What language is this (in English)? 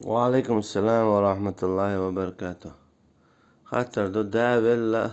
Chechen